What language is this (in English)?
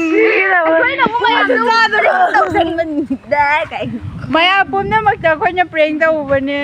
Manipuri